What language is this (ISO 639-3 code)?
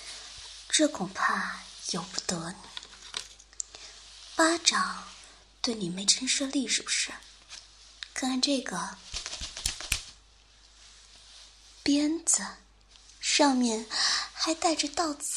zho